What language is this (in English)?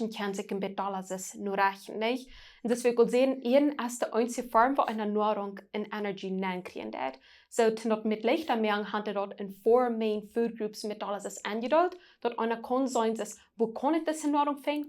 Plautdietsch